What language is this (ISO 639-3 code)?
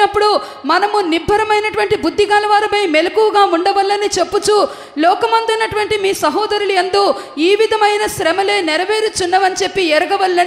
tel